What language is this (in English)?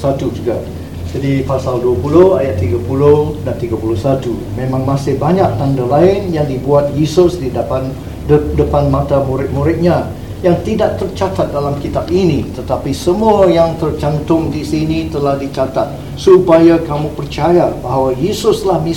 Malay